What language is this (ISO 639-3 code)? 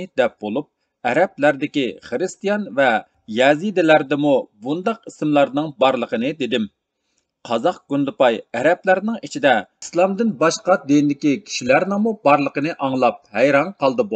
uig